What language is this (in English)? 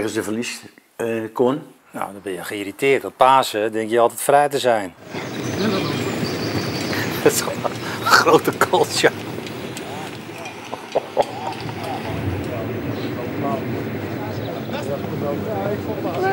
Dutch